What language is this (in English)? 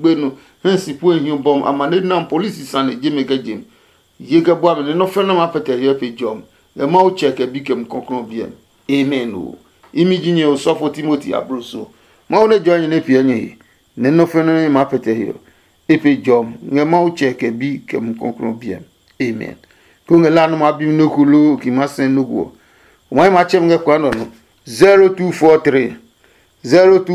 Adangme